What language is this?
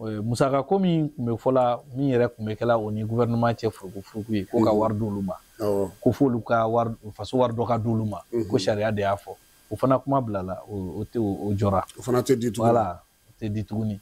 Bambara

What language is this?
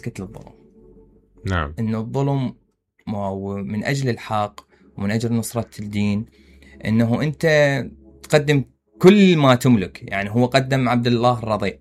Mesopotamian Arabic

